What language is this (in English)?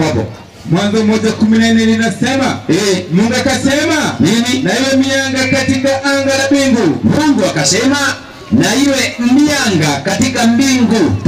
Swahili